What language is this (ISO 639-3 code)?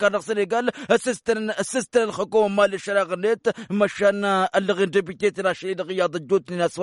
taq